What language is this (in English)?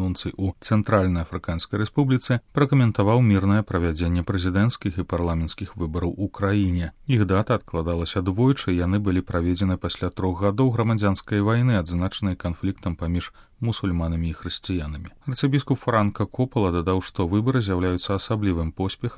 Belarusian